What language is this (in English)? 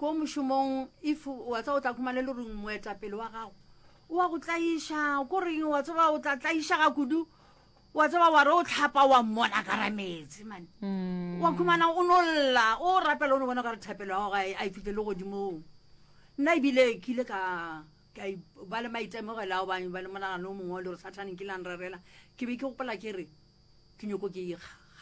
Northern Sotho